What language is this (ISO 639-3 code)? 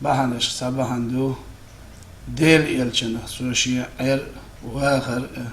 che